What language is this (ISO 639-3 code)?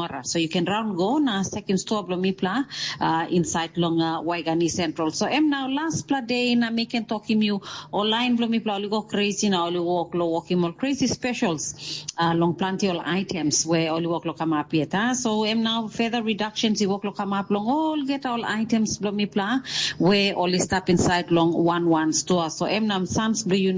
tpi